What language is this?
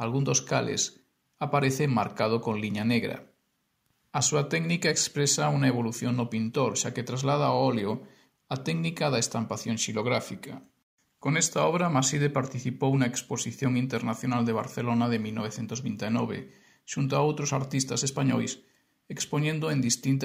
Galician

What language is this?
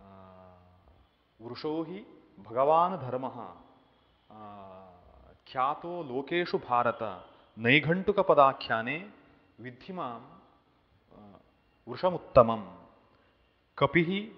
Sanskrit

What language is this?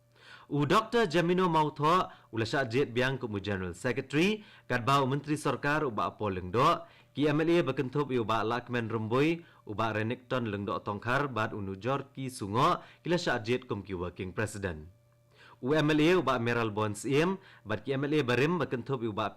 Khasi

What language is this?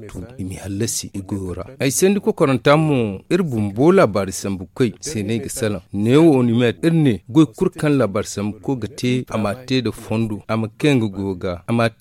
Zarma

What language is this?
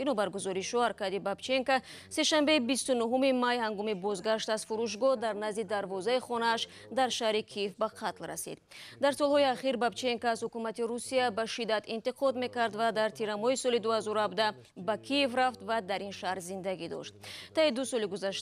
Tajik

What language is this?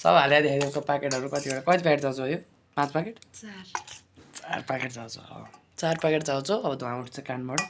Nepali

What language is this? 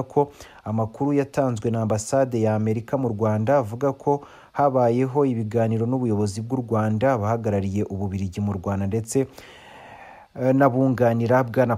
Kinyarwanda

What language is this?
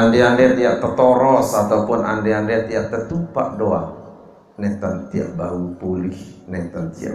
Sasak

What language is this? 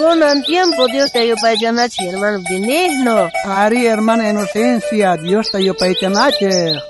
South Bolivian Quechua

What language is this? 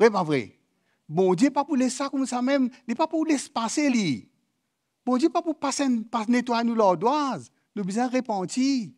Morisyen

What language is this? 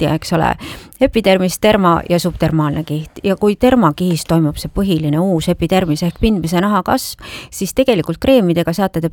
Estonian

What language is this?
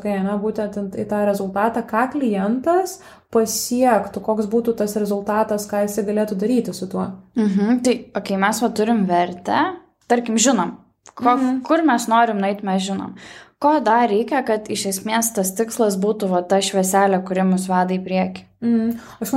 Lithuanian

